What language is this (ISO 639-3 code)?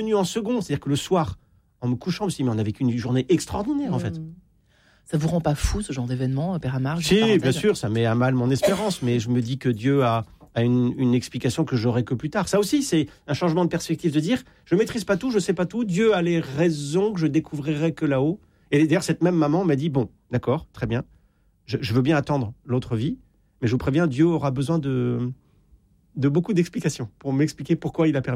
fra